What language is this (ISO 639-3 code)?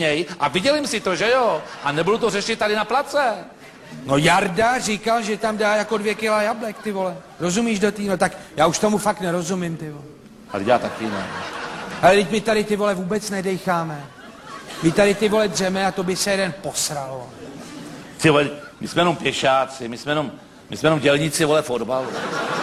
ces